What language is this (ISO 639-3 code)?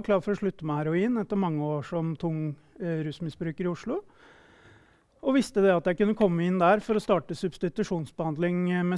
nor